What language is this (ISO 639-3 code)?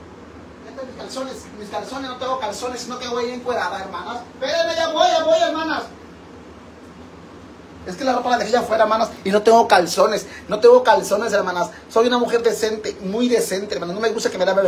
spa